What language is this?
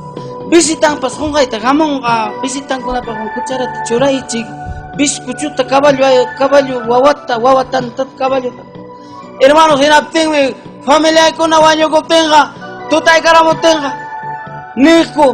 Ayacucho Quechua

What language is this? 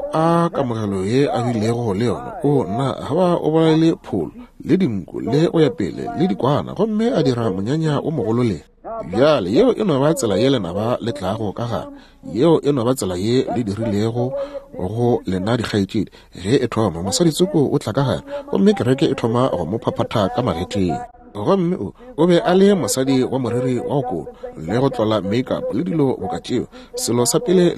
Northern Sotho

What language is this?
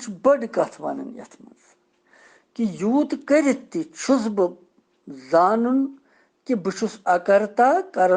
Kashmiri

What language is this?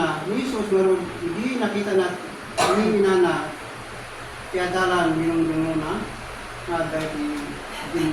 Iloko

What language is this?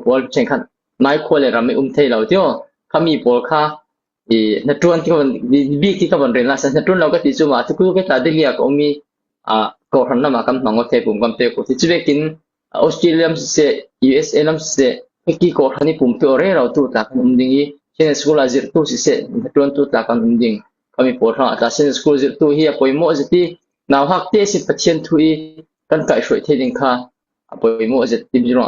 Falam Chin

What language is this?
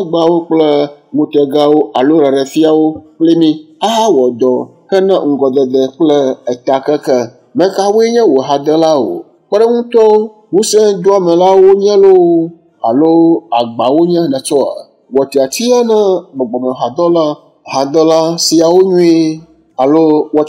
Ewe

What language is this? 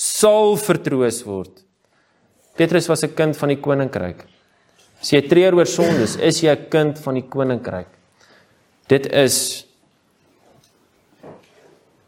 Afrikaans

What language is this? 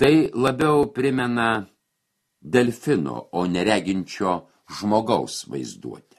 Lithuanian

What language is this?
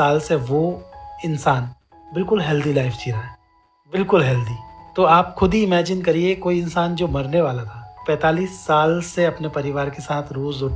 Hindi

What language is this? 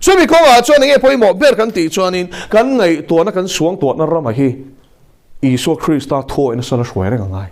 Mizo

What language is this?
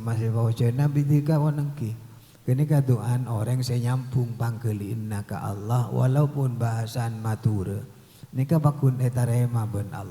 Madurese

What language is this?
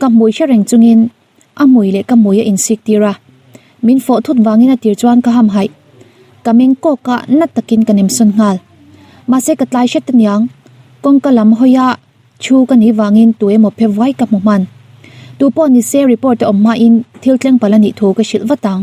Mizo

